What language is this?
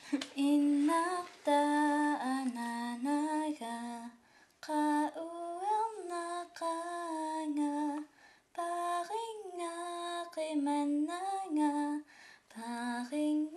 Kalaallisut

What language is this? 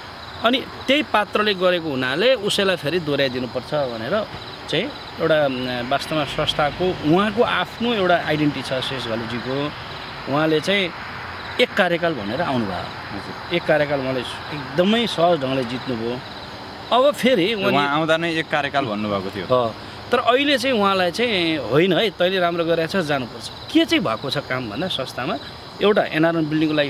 Nepali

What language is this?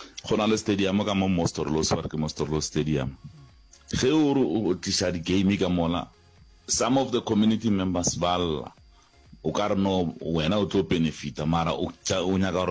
Northern Sotho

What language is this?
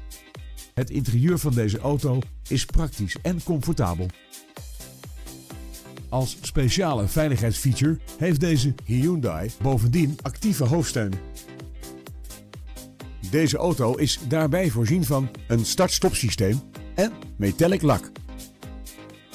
Dutch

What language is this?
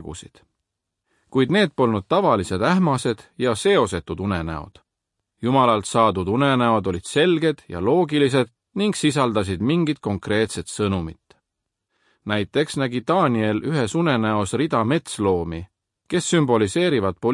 Estonian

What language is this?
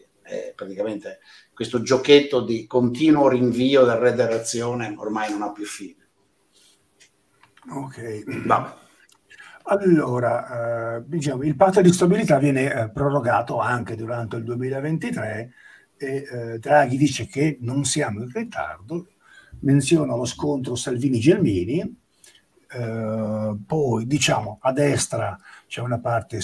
Italian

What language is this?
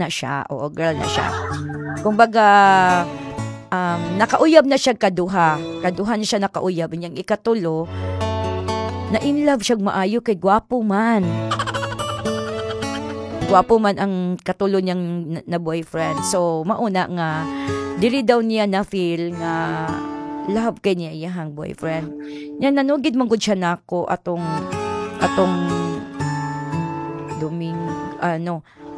Cebuano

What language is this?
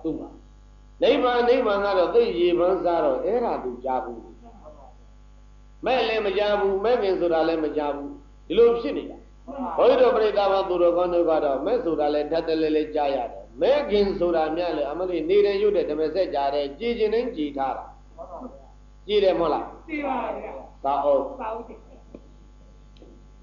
Burmese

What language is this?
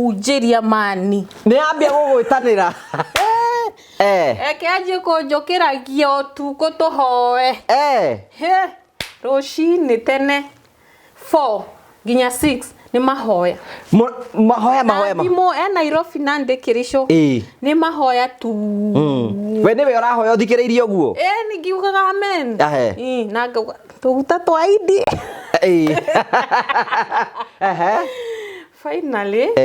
Kikuyu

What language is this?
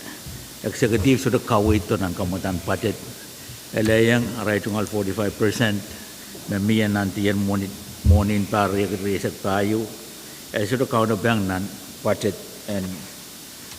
Pohnpeian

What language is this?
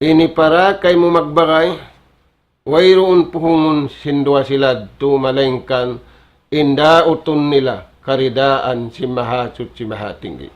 Tausug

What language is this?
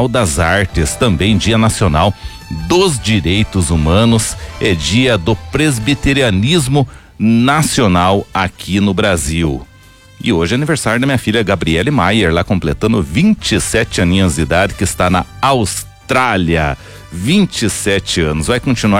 Portuguese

